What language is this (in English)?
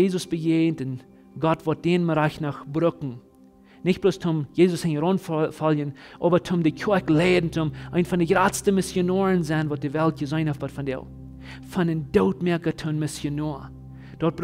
Plautdietsch